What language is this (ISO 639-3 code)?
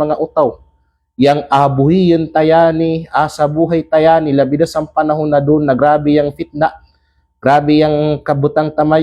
kqe